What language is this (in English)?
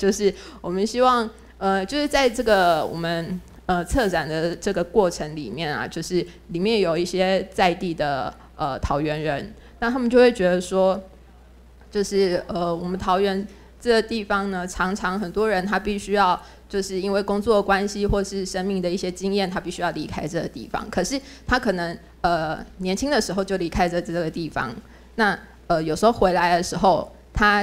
Chinese